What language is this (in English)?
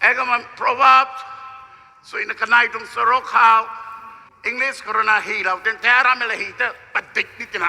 Rongmei Naga